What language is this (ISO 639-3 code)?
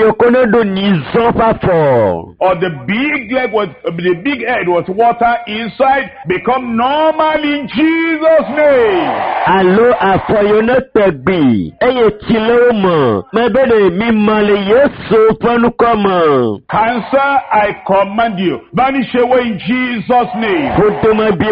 ewe